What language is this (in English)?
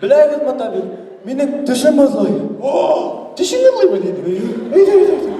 Bashkir